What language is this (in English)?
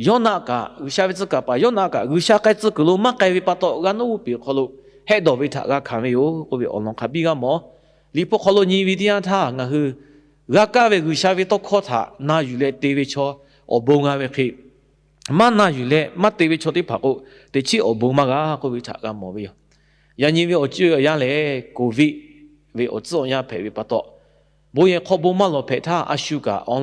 Lahu